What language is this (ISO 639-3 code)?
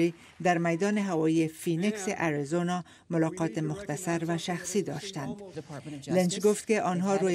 fas